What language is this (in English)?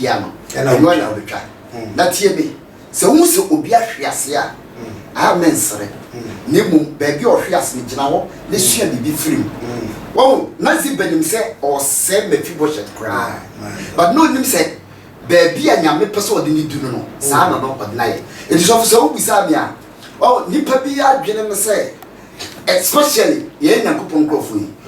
Akan